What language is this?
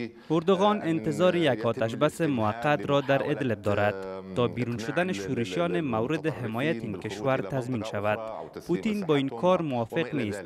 Persian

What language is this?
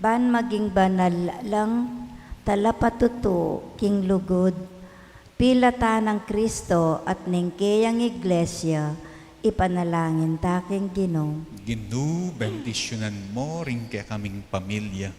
Pampanga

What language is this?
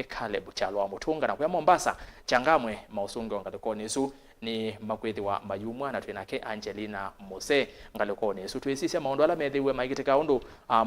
Kamba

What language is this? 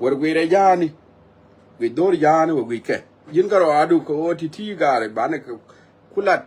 Nuer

